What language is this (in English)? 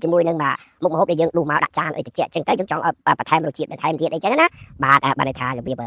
Khmer